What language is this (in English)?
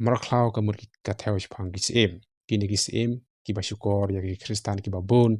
Khasi